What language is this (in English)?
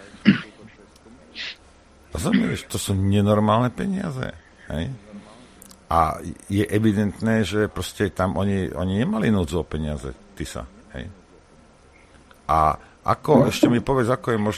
Slovak